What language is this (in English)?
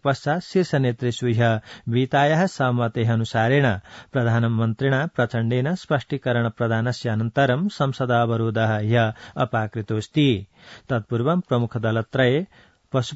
Sanskrit